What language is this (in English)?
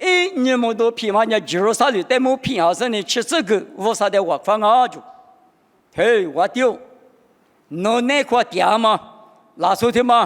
Lisu